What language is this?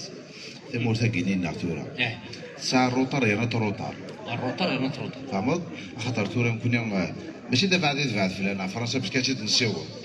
Kabyle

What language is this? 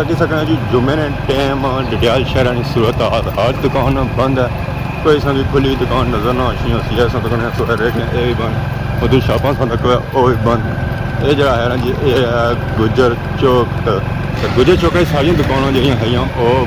Pahari-Potwari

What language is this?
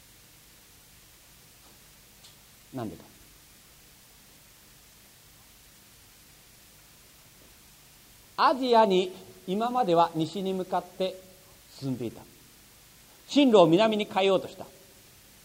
Japanese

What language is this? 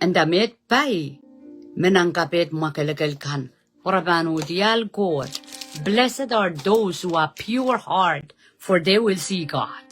Pohnpeian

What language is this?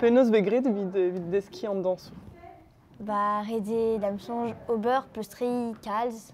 Breton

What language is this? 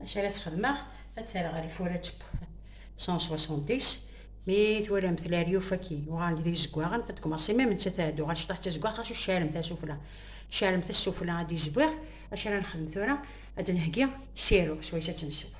Kabyle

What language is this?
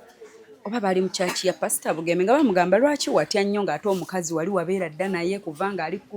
Ganda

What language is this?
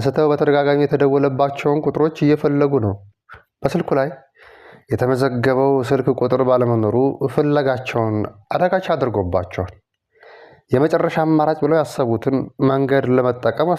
Amharic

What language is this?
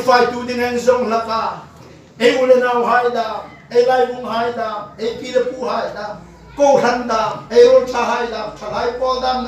Hmar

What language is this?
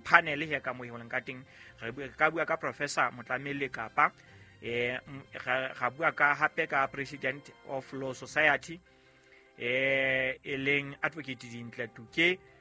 Southern Sotho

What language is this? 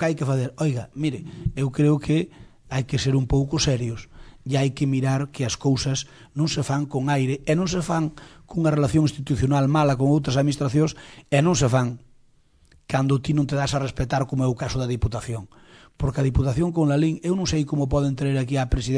Galician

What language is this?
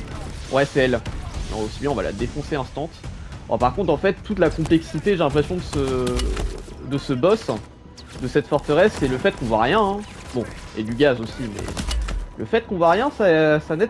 French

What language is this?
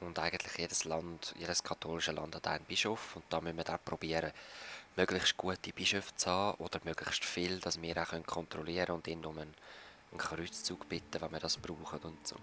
Swiss German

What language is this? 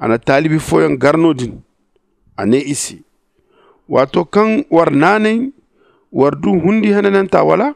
Zarma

